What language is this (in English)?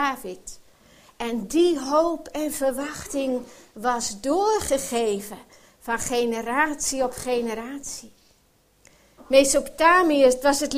Dutch